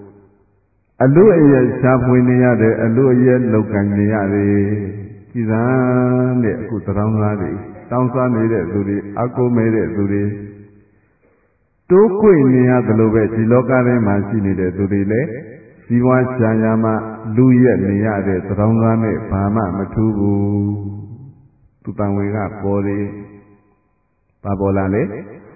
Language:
Burmese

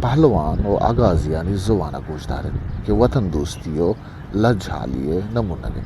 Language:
Eastern Balochi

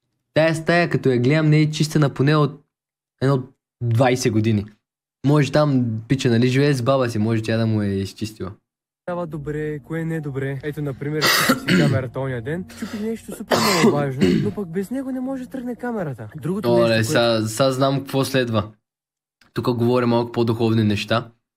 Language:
Bulgarian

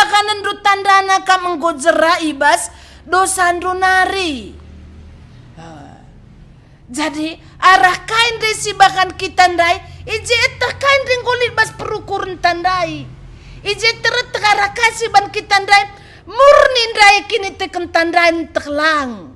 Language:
Batak Karo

